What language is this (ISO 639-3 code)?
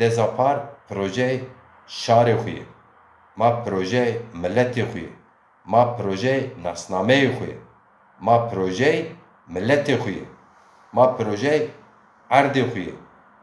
zza